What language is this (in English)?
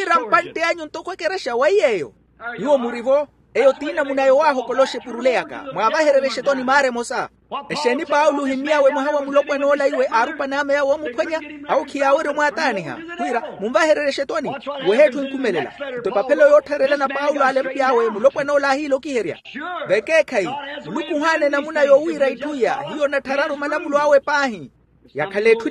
Makhuwa